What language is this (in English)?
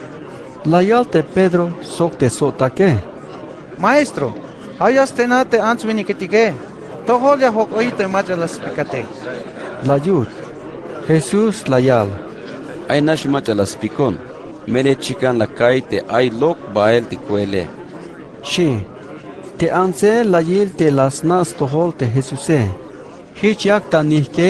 Tzeltal